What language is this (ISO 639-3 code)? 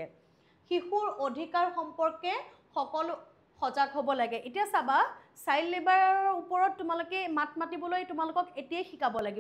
asm